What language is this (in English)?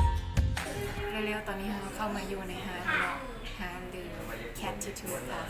Lao